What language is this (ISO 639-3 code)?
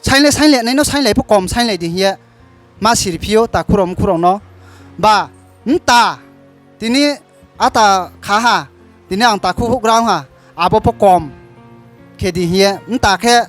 ria